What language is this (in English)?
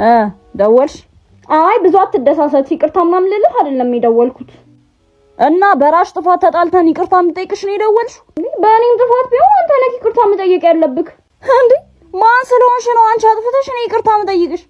Amharic